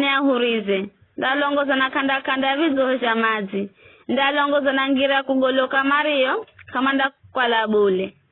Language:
Giryama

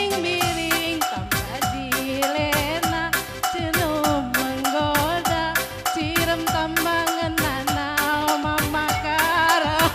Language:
Batak Karo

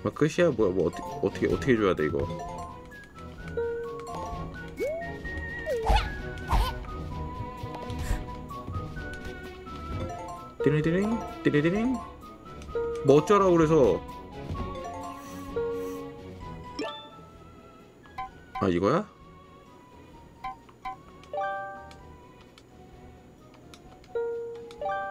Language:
Korean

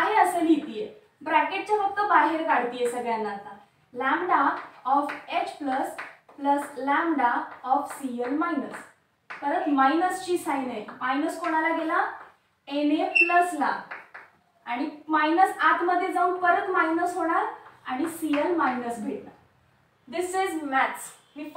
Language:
Marathi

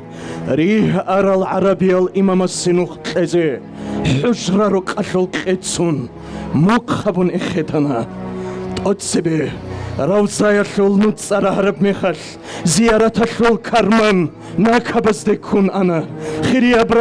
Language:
Avaric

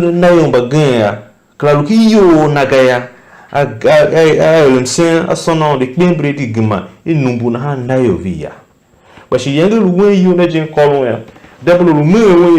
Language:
Tiv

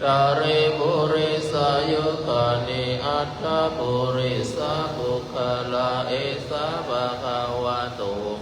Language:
Pali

